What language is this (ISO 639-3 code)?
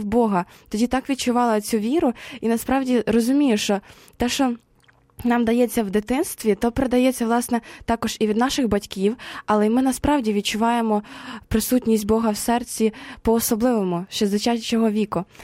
ukr